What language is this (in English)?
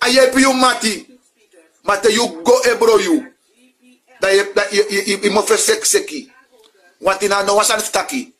Sranan Tongo